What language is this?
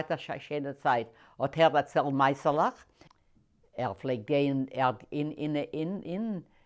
Yiddish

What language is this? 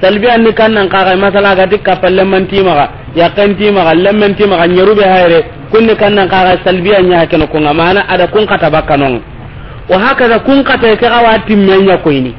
Soninke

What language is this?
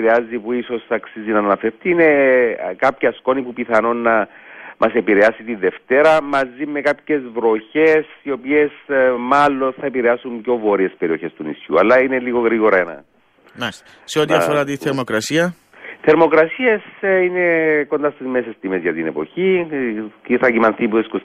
Greek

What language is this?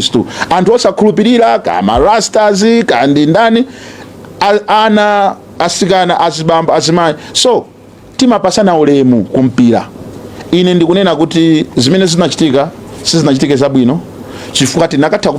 Nyanja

